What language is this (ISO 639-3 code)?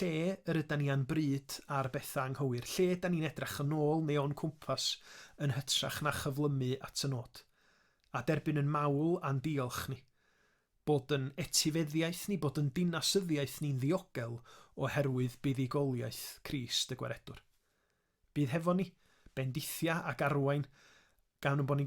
cym